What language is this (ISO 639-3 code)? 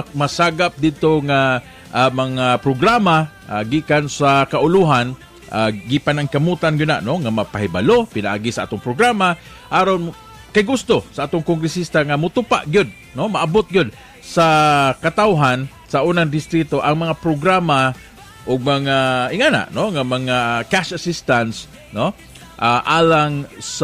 ceb